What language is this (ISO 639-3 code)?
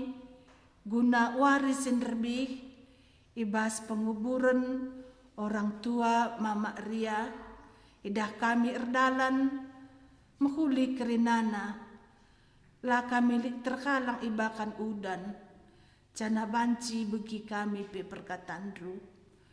btx